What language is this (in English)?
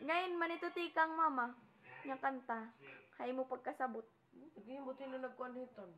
Waray